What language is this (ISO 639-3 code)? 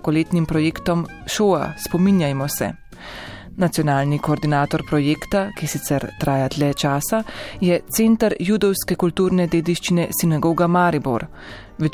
slv